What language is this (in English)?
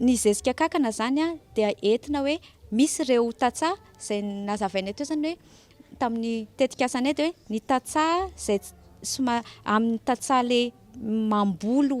Malagasy